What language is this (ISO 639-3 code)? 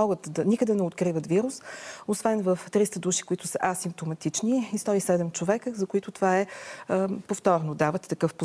bul